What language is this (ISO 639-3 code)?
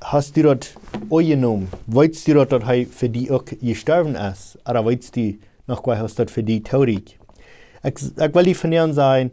pdt